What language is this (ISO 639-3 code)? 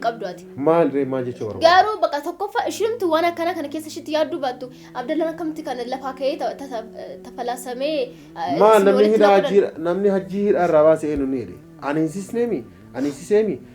orm